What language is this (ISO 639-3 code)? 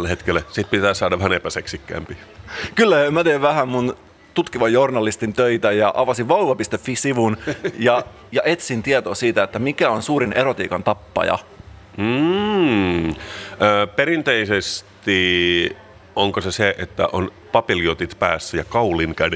fin